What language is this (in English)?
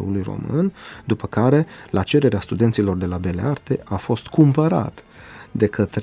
Romanian